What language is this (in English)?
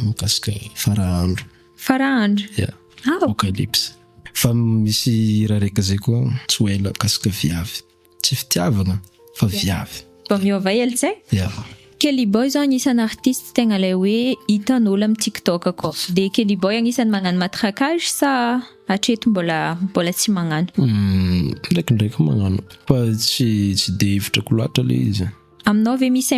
Malagasy